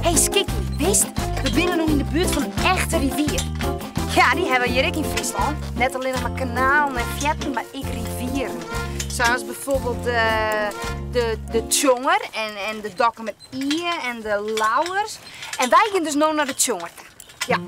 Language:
Western Frisian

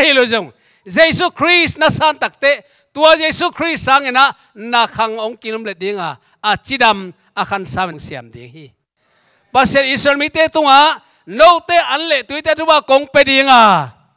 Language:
Tedim Chin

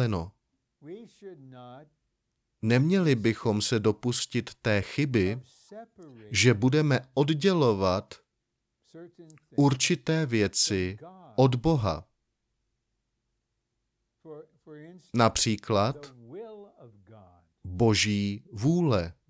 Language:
Czech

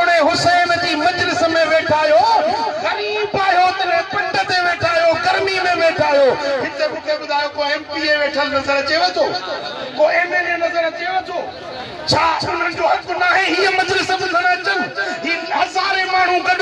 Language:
Sindhi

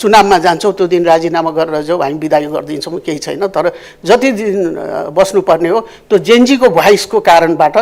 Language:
Nepali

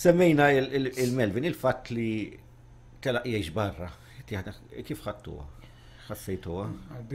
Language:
Maltese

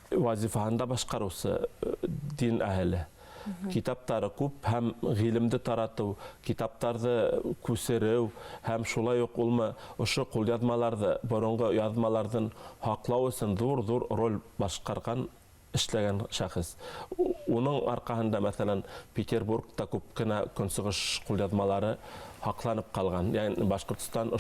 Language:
Bashkir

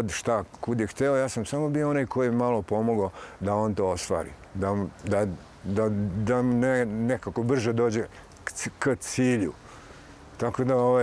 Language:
Serbian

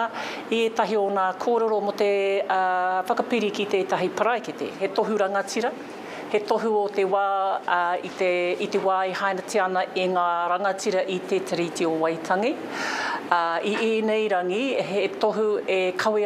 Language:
Māori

